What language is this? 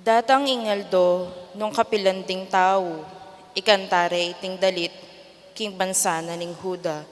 Pampanga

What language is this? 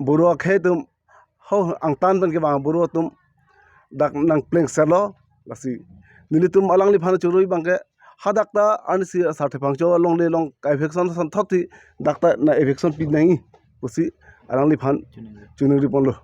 Karbi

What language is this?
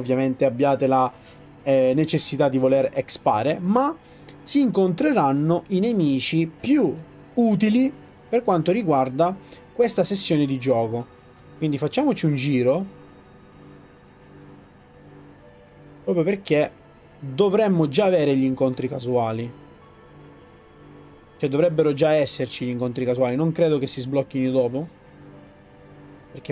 Italian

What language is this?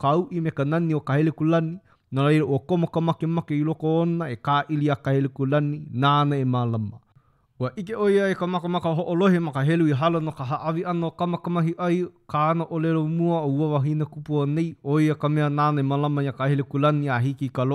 Hawaiian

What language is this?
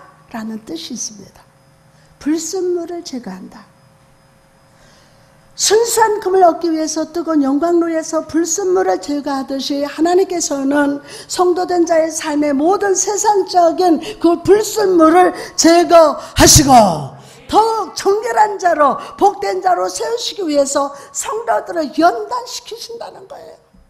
Korean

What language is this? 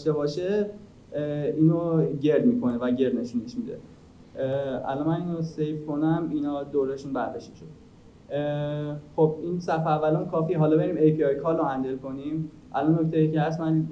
Persian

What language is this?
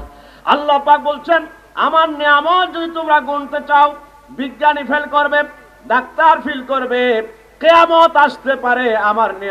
Bangla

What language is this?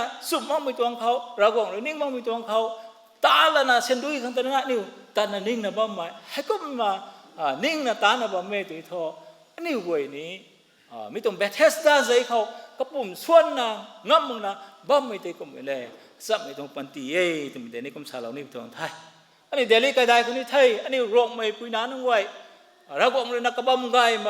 Rongmei Naga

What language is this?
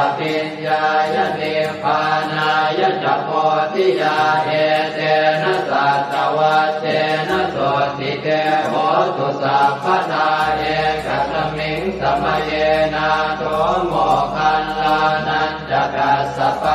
Pali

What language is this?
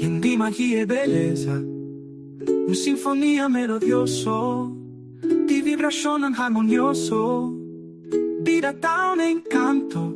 Papiamento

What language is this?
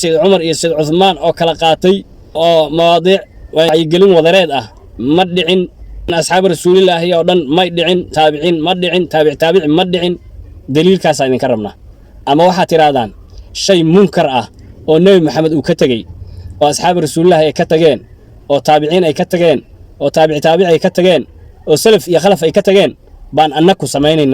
Somali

